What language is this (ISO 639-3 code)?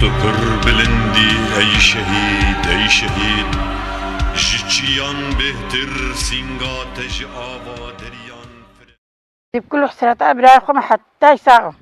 kur